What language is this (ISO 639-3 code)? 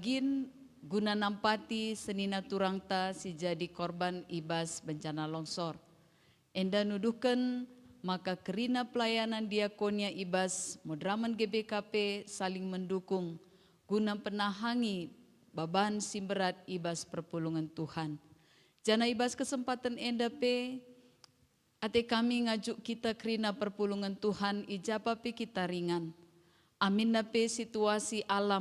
btx